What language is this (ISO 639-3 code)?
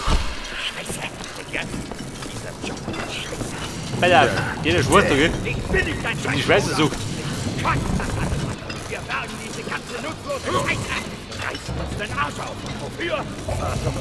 bar